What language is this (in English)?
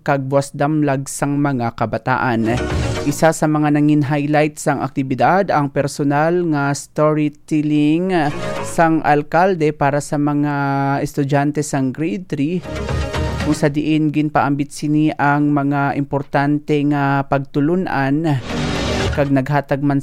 Hiligaynon